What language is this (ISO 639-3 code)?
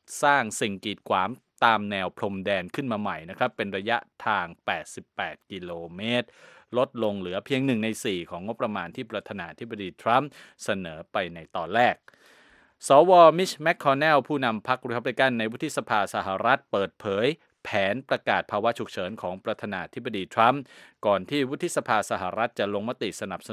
tha